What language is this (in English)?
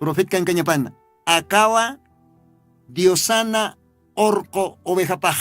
Aymara